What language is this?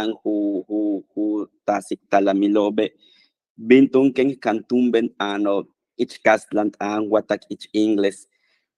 Yucateco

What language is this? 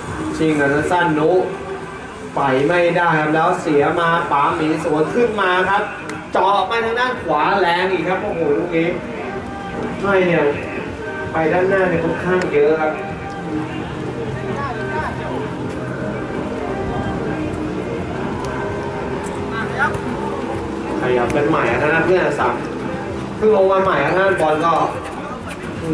Thai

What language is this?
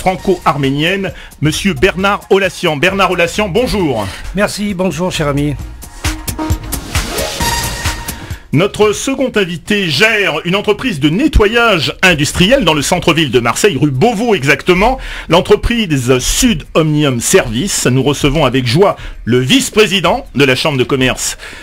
French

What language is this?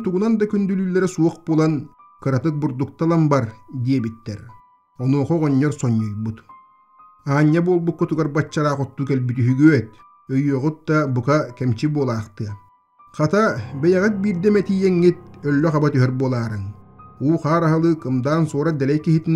Yakut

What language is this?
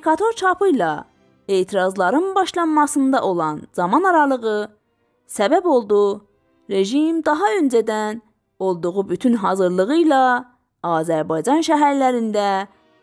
South Azerbaijani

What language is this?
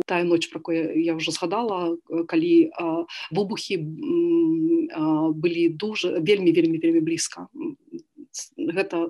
Belarusian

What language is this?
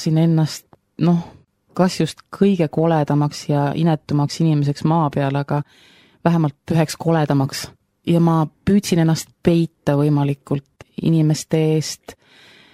Estonian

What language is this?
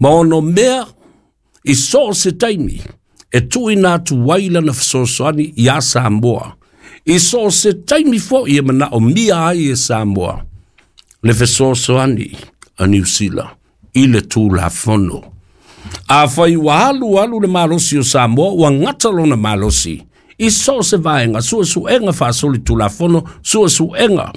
Samoan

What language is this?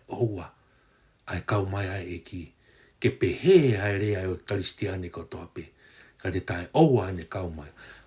Tongan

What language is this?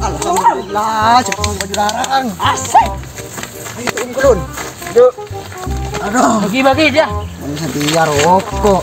Madurese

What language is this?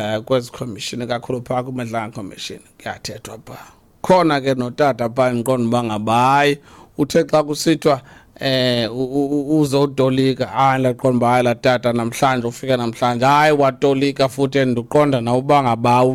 Xhosa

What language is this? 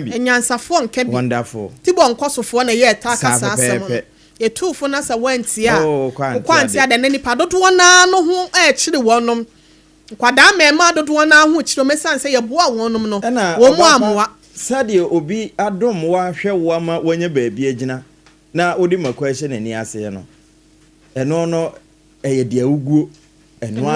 Akan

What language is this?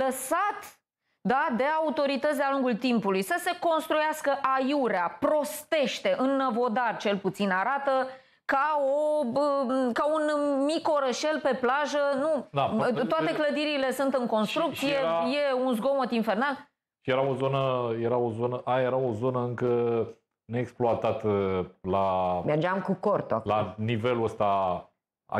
Romanian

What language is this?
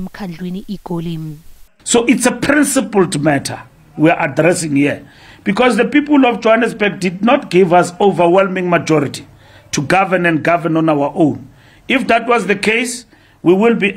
Zulu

